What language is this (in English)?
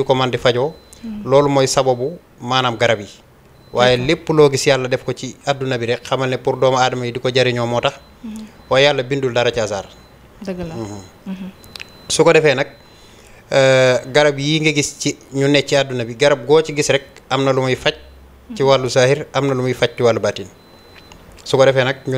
Wolof